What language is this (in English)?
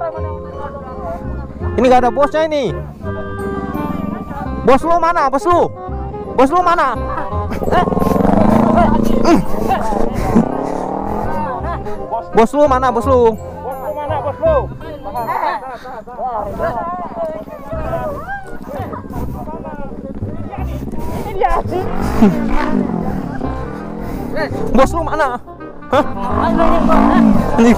Indonesian